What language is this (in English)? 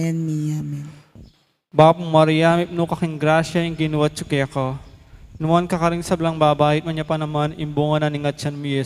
Pampanga